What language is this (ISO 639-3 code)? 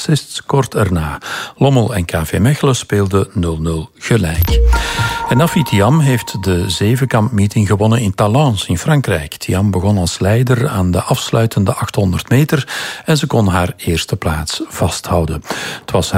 nld